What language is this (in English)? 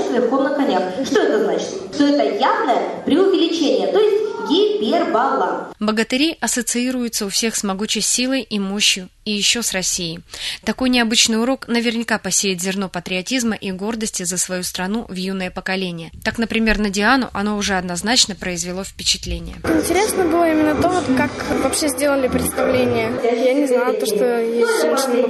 Russian